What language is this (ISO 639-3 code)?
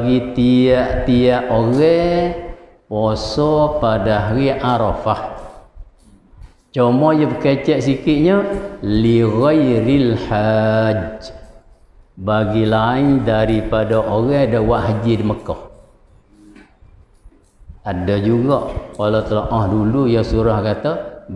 msa